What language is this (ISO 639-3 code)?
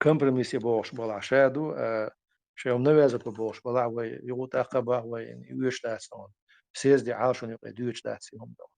che